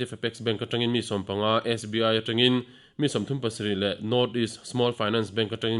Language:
Mizo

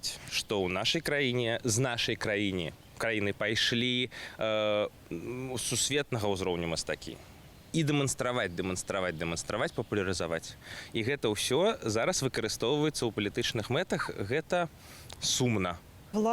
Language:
Belarusian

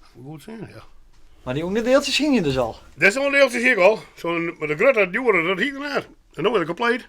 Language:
Western Frisian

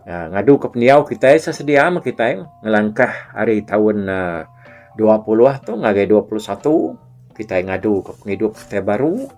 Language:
Iban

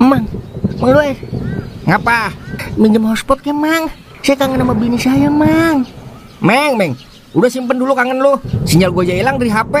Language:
Betawi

